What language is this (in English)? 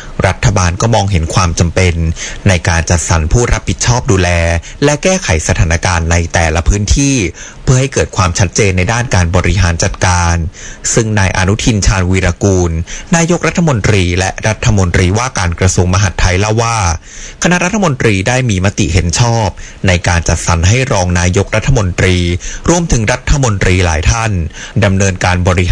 Thai